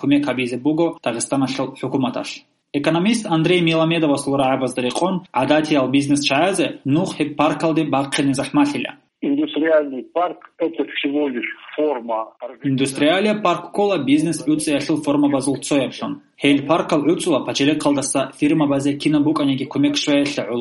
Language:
Avaric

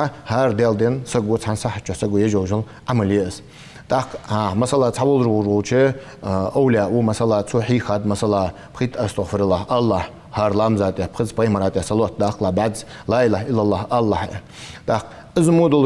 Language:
Ingush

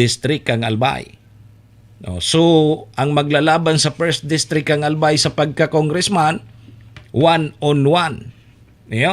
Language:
Bikol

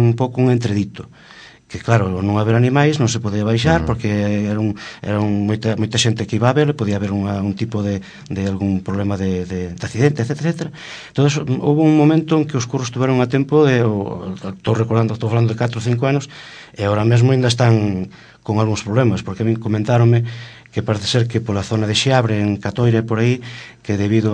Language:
Galician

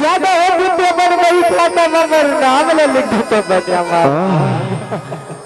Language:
Chhattisgarhi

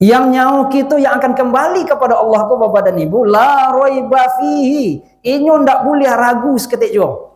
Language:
Minangkabau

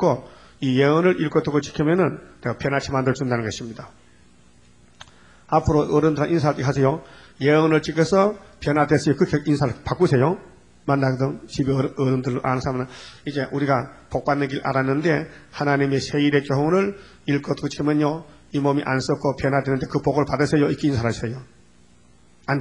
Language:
Korean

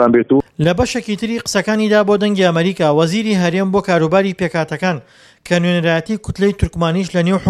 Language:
Central Kurdish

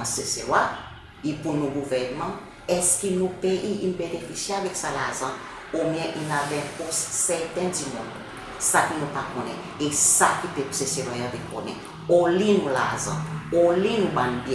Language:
Seselwa Creole French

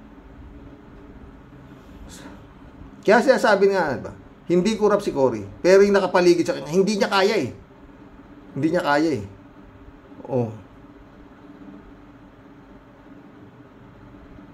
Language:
Filipino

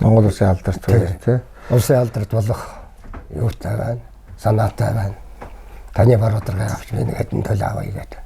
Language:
Mongolian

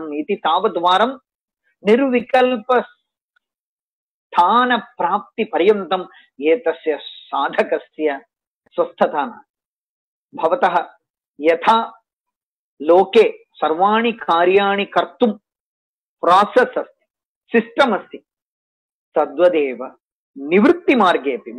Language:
Sanskrit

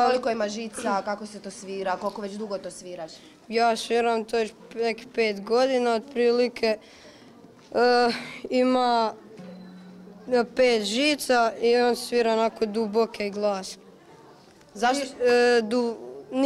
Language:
Croatian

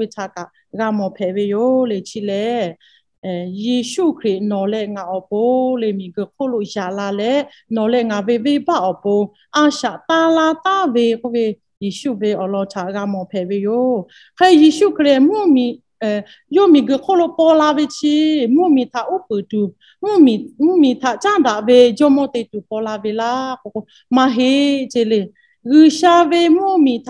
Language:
Lahu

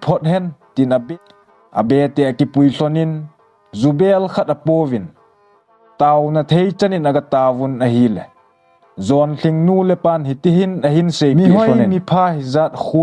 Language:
Thado Chin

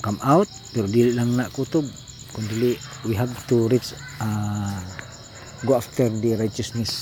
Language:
Cebuano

